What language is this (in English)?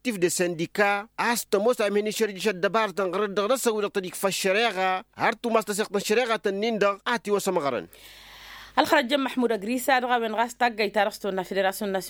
Tamasheq